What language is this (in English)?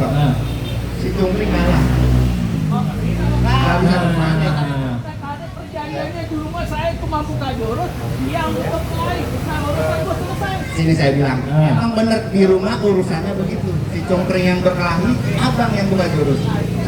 Betawi